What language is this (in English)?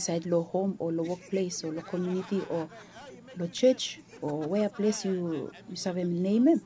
Bislama